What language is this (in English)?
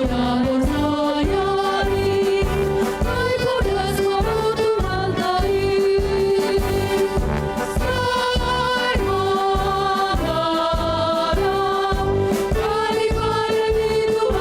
Batak Simalungun